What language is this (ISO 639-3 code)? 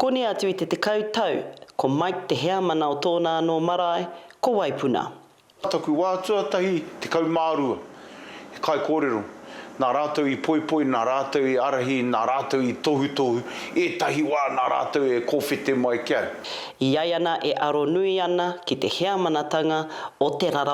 mri